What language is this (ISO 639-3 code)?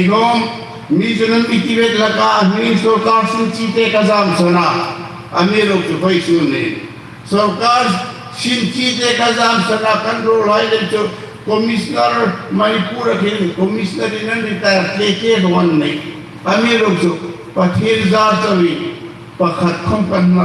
hmr